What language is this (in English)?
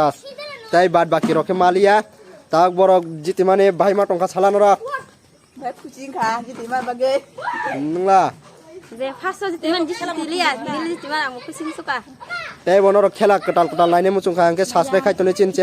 Kok Borok